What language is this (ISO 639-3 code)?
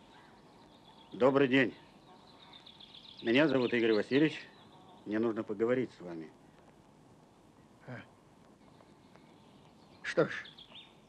rus